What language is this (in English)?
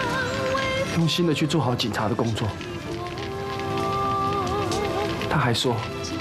Chinese